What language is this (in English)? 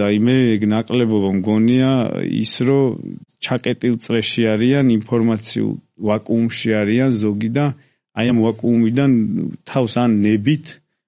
Georgian